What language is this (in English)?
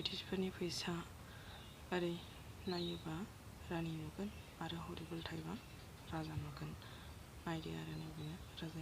Bodo